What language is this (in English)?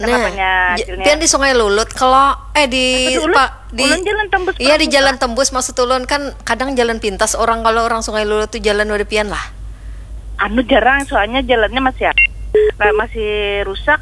Banjar